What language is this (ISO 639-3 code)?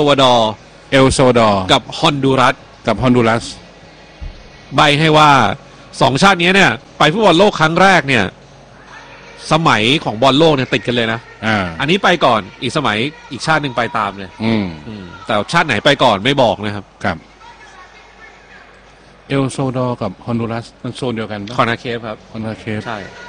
tha